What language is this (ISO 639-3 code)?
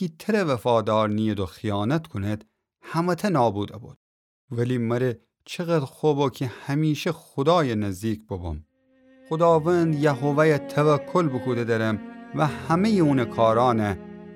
glk